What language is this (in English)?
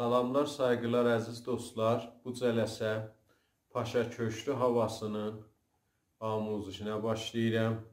South Azerbaijani